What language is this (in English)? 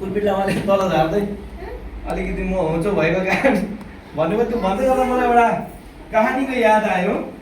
Nepali